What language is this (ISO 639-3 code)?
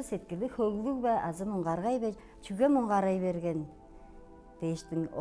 tyv